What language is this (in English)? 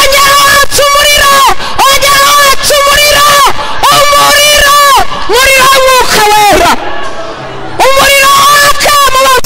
Kinyarwanda